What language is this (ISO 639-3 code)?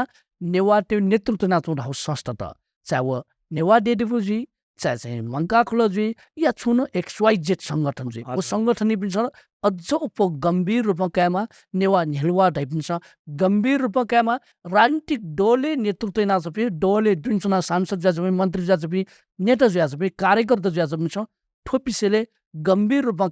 new